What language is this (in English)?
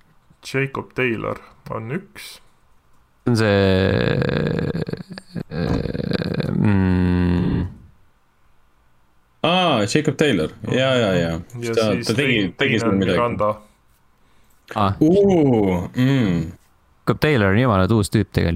Estonian